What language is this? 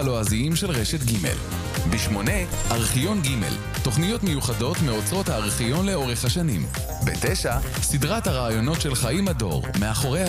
Hebrew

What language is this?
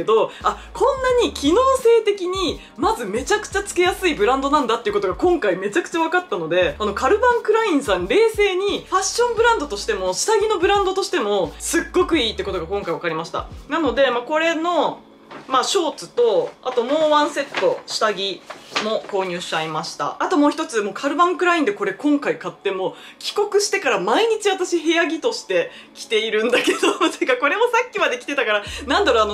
Japanese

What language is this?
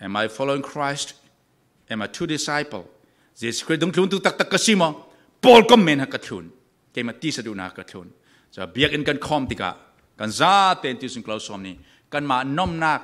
Falam Chin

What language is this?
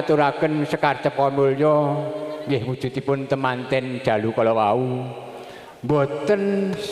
Javanese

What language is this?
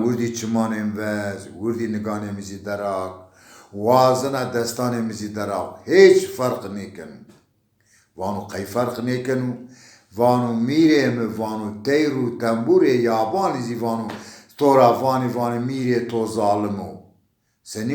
Zaza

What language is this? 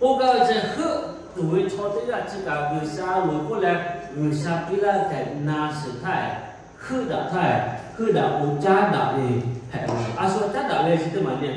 Lahu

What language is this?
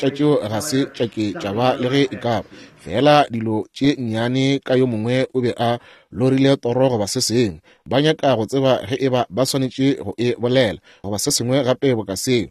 Northern Sotho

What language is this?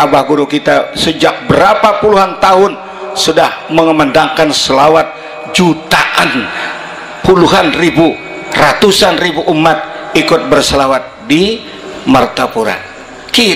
Banjar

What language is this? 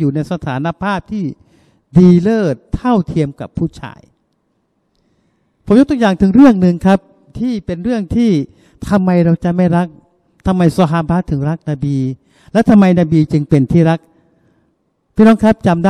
Thai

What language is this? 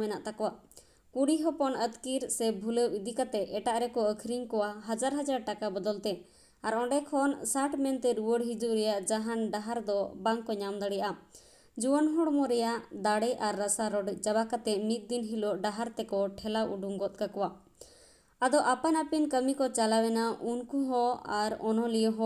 Santali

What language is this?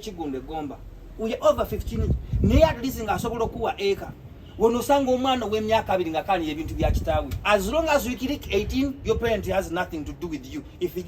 Ganda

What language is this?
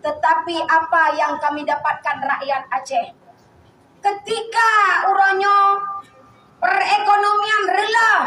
Achinese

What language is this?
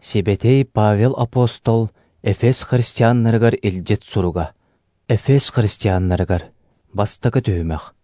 Yakut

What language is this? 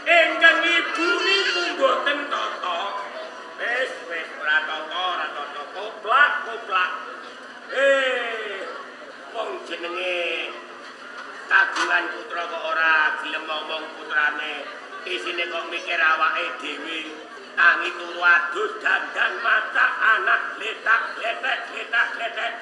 Javanese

